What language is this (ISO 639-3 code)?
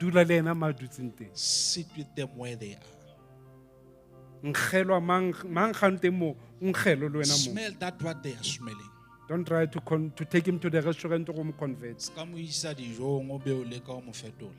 sot